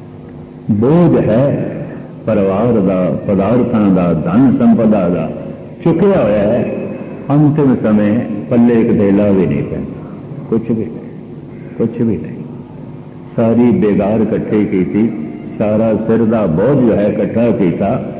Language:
Punjabi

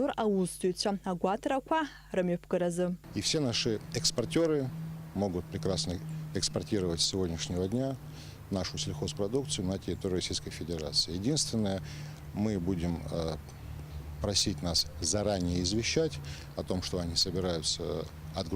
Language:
Abkhazian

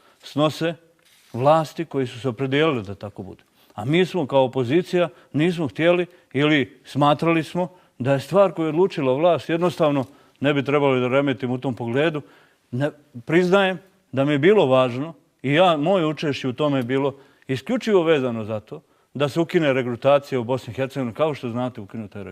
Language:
Bosnian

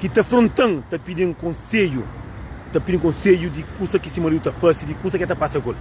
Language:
Kabuverdianu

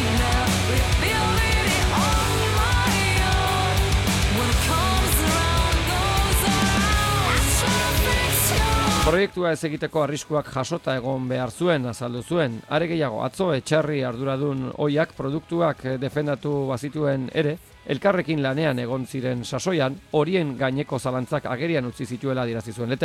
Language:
Basque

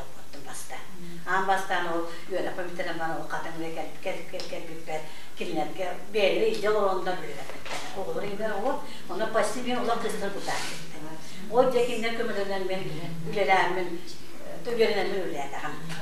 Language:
Yakut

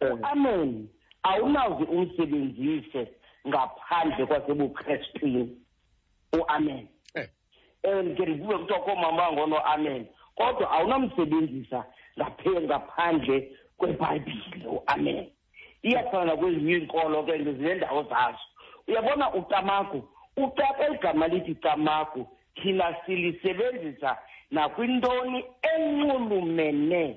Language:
Xhosa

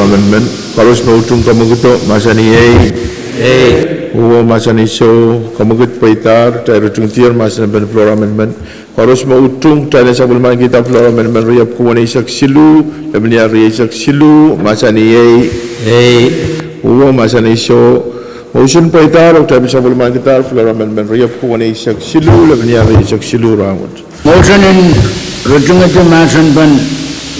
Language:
Pohnpeian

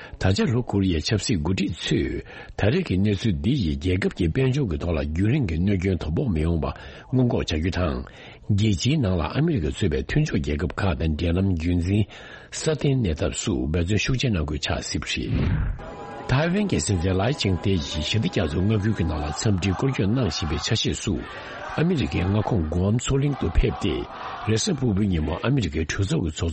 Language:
Tibetan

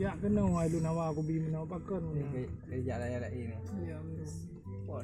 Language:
Achinese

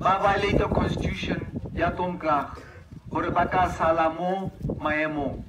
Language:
Tswana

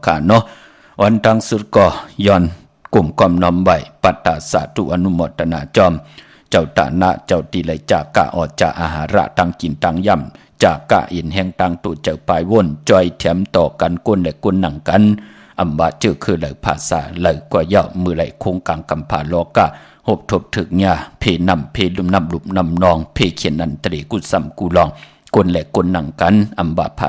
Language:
Shan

